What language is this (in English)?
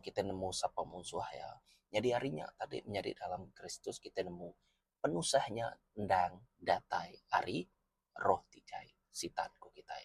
Iban